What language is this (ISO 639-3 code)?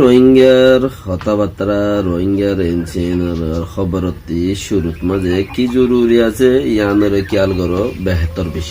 rhg